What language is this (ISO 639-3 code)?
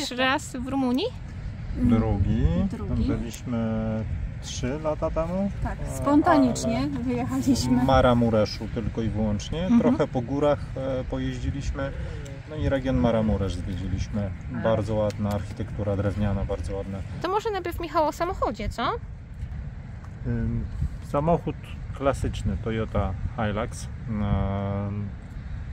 pol